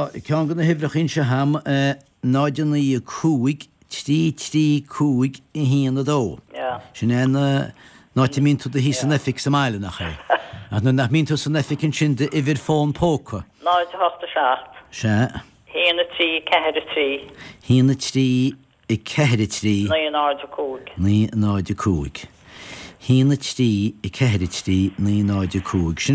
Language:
Irish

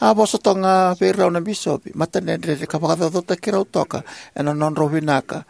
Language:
Fijian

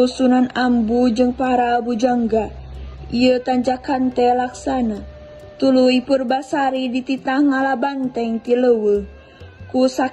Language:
Sundanese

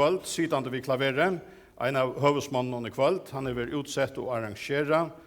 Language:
Faroese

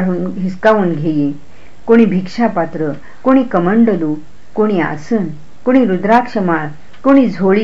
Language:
Marathi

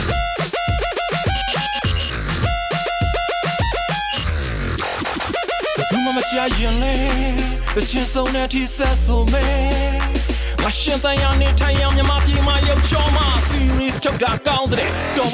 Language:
Burmese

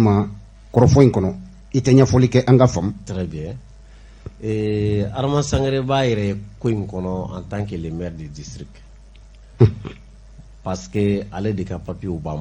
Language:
Bambara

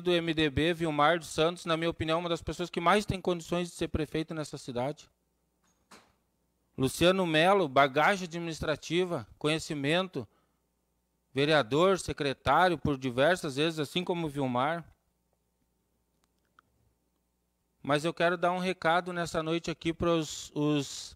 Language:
Portuguese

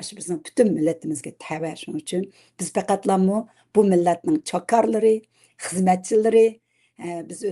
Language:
Uyghur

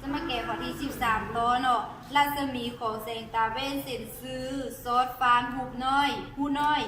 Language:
Lao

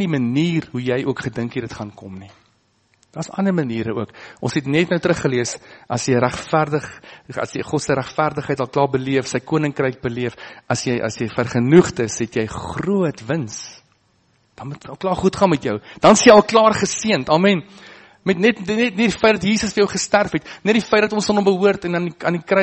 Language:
Afrikaans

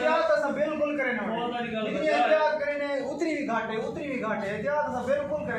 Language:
Saraiki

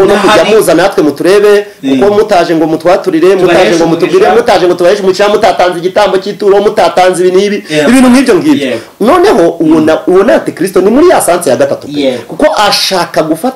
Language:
Kinyarwanda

